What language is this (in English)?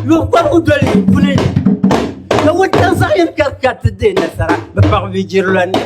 Dagbani